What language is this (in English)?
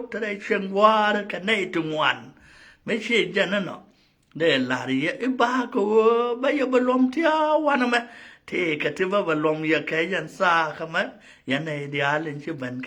Nuer